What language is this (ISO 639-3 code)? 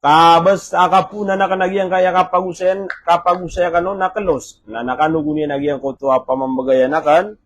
mrw